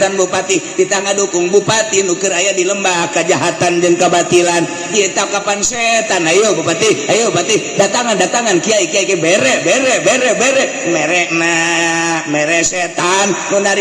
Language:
Sundanese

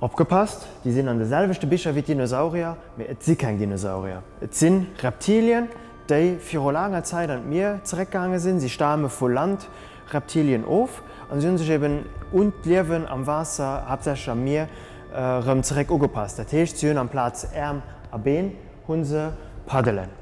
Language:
Luxembourgish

